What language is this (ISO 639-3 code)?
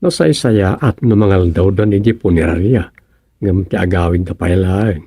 ilo